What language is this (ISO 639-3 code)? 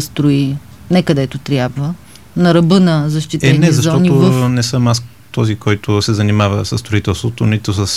bul